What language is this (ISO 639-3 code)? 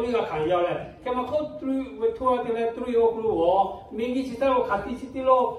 lhu